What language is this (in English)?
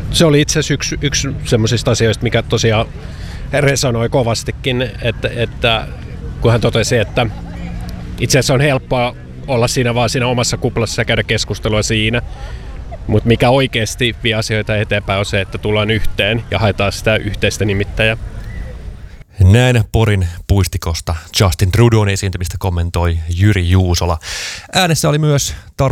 Finnish